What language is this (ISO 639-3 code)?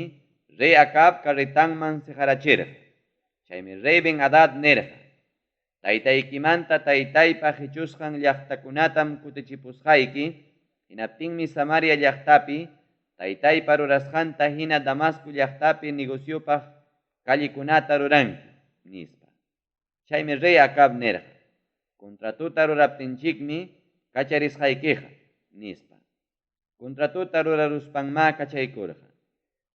quy